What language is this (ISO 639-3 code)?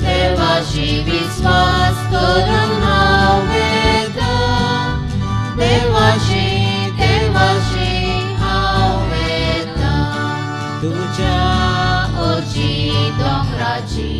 kok